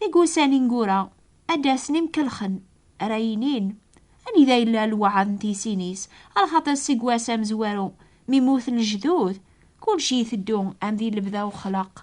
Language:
Kabyle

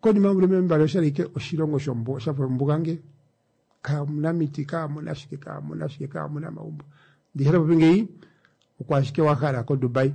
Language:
Kuanyama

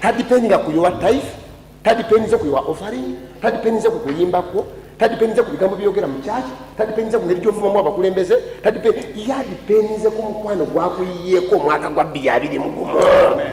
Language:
Ganda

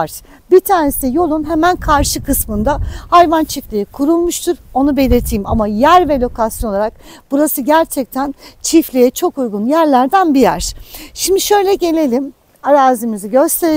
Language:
Turkish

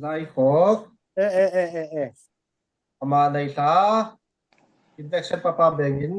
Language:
Falam Chin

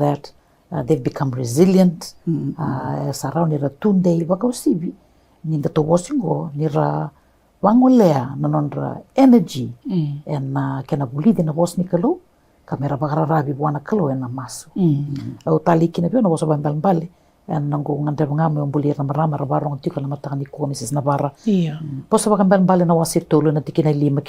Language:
Fijian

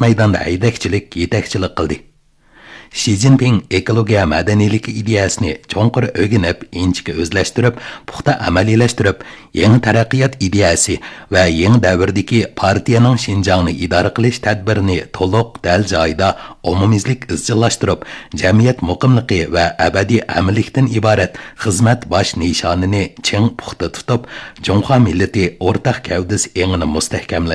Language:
Uyghur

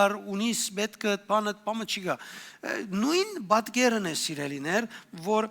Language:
Western Armenian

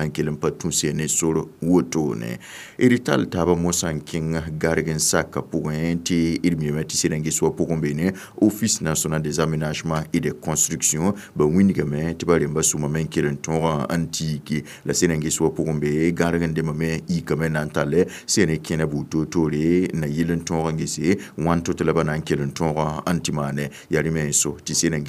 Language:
Mossi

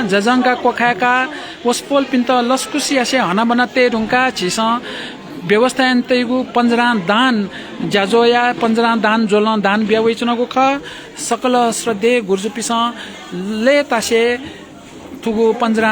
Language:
Newari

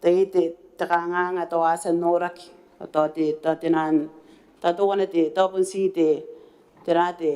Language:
Gilbertese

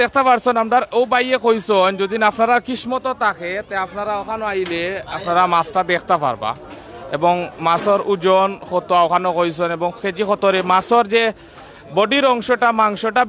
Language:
Sylheti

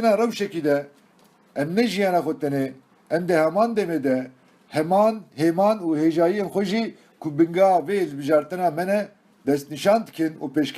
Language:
Kurdish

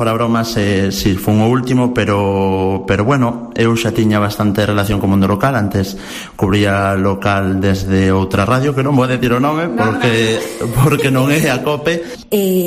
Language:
Galician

